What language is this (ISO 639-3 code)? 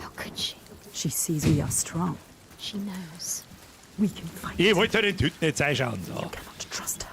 bar